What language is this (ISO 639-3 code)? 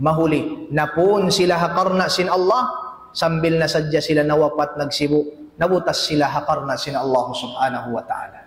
tsg